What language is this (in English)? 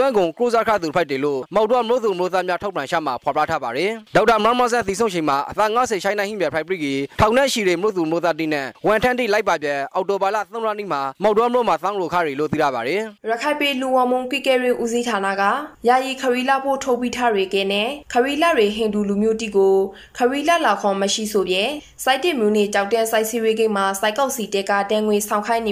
Burmese